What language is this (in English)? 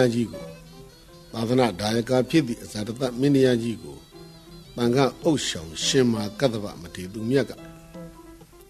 Burmese